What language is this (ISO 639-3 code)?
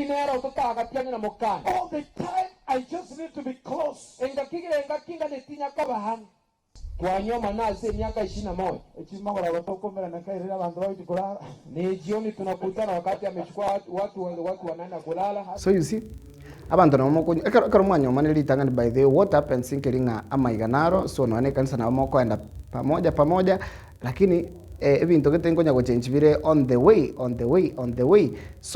guz